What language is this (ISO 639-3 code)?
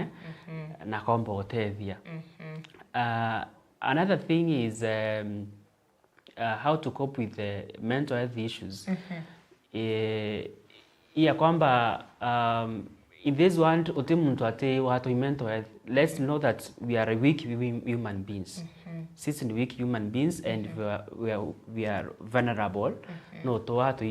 mer